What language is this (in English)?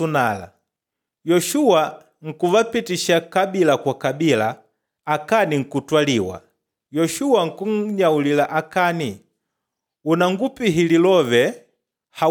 Makonde